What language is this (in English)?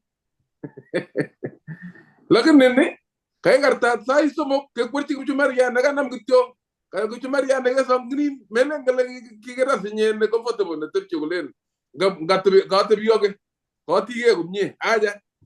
Kalenjin